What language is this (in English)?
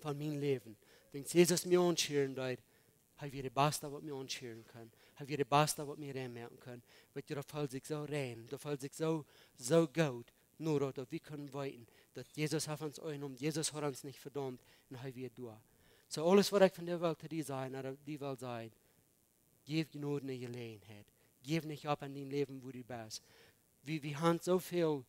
Plautdietsch